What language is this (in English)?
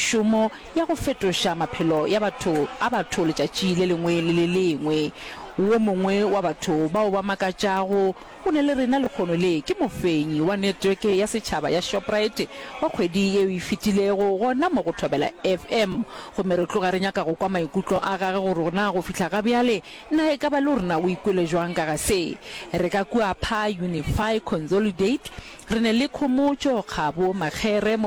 Northern Sotho